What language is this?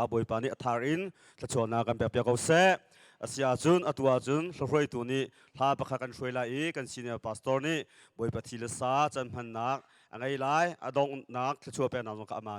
Hakha Chin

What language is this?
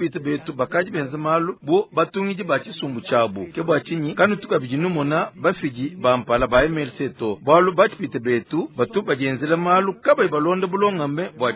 Luba-Lulua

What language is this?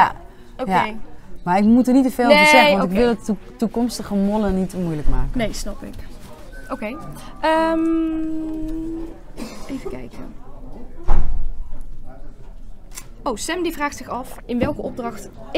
Dutch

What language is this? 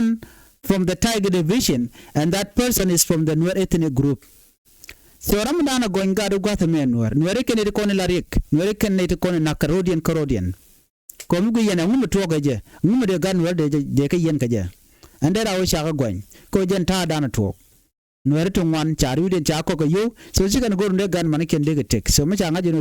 Nuer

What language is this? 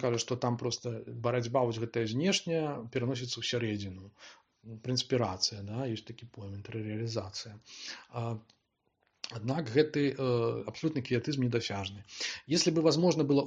Belarusian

